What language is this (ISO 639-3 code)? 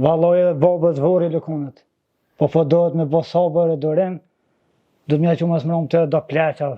sqi